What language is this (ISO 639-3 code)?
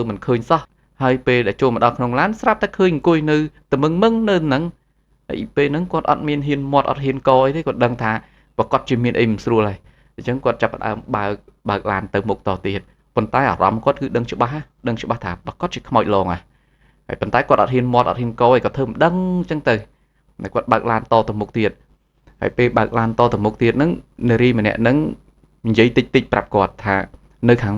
khm